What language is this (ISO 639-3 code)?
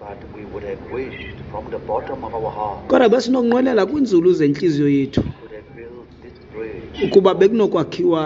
xho